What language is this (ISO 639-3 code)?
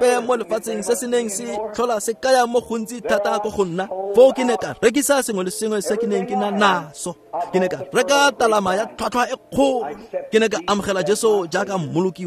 tsn